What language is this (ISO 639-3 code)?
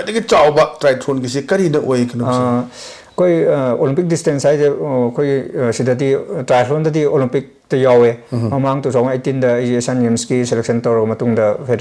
mni